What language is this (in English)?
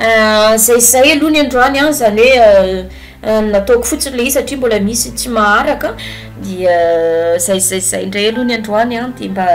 Malagasy